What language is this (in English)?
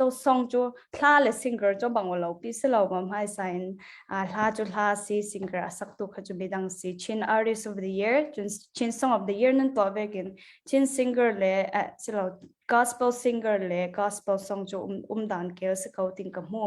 Falam Chin